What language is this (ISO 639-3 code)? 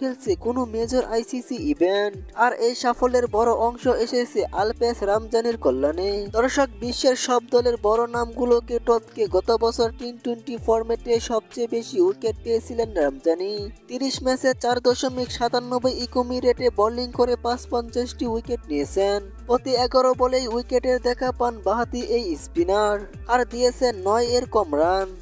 ben